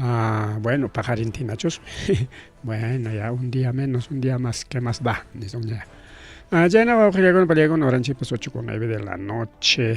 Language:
Ayacucho Quechua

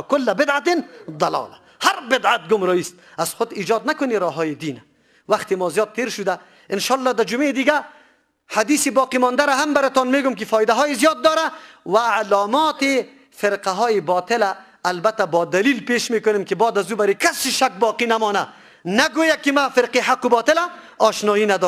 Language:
Persian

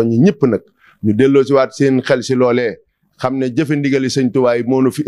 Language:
Wolof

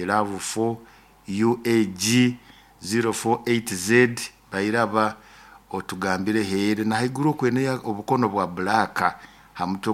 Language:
Nyoro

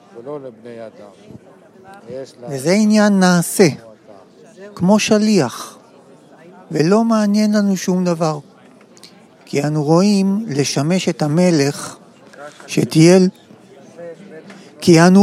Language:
Hebrew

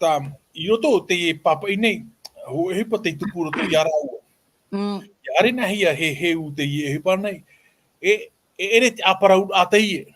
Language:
Tahitian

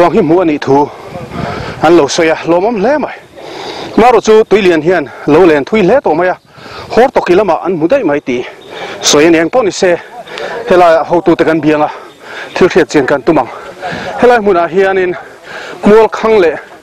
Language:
Mizo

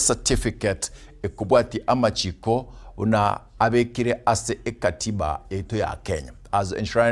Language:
Gusii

